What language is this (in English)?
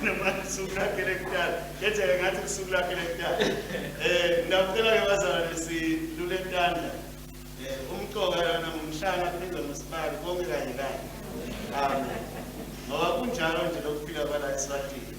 Swati